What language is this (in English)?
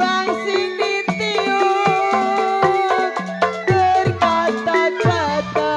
Betawi